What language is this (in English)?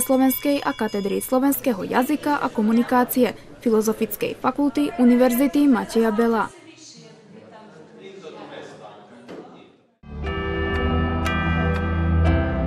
Slovak